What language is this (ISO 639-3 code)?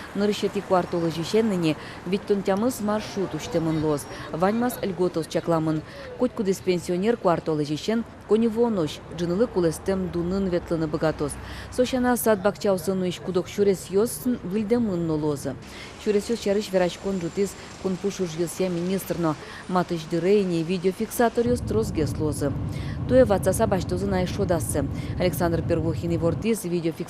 udm